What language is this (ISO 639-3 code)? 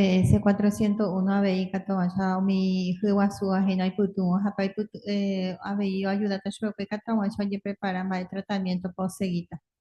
grn